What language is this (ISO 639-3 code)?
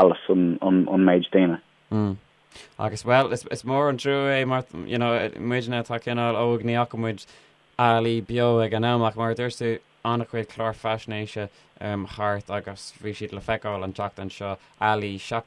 gle